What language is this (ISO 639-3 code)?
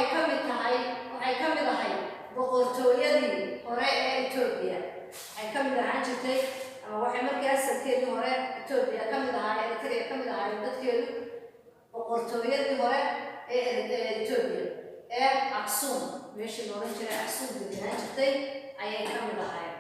som